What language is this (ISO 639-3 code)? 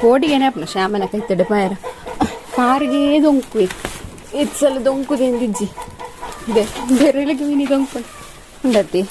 tcy